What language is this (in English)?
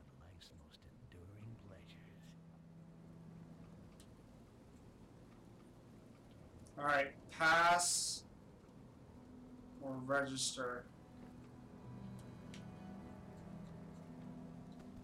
English